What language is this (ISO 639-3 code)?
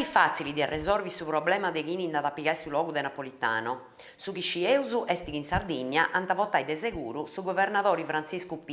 srd